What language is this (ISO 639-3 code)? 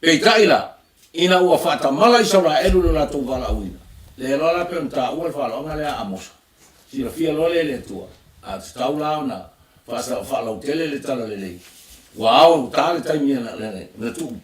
smo